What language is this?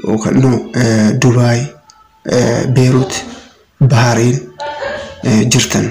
Oromo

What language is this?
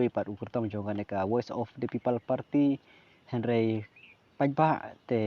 Khasi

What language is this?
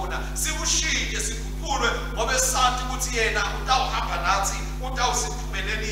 Swati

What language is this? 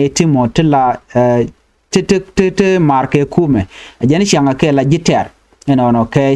Nuer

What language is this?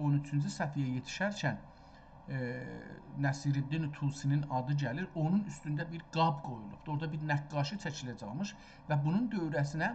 South Azerbaijani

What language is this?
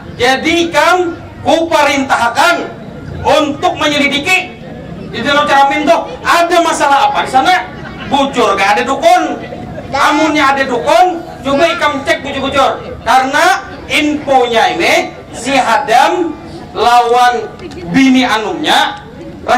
Banjar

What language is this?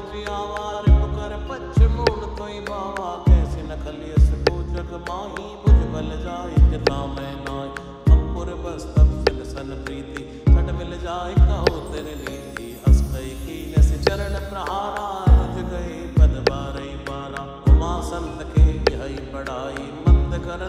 Awadhi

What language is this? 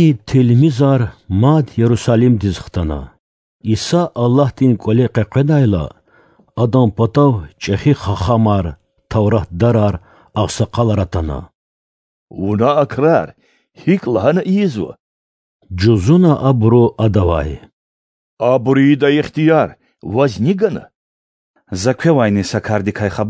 Lezghian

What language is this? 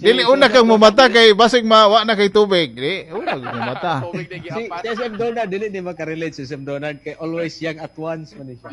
Cebuano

